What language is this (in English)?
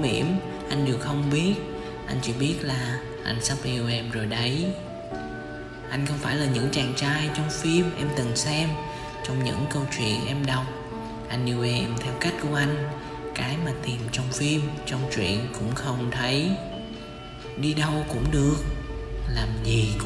Vietnamese